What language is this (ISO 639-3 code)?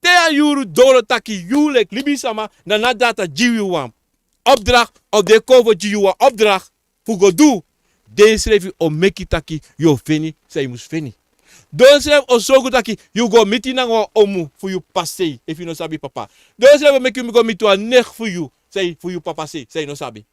srn